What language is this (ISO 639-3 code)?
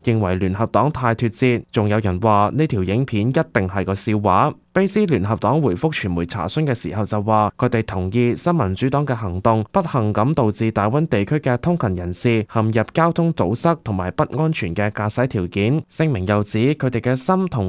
yue